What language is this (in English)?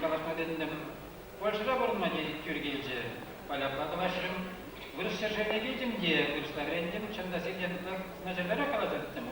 Chuvash